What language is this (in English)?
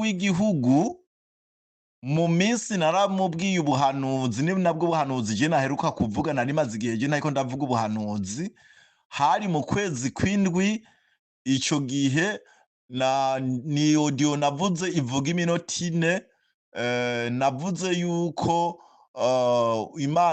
Rundi